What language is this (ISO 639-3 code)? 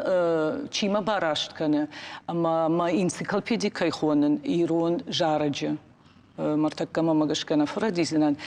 oss